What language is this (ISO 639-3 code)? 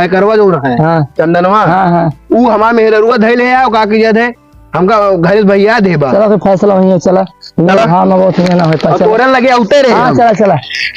awa